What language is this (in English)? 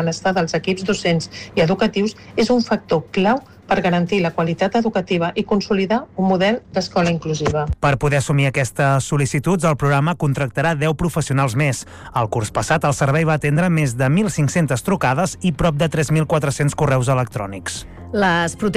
Catalan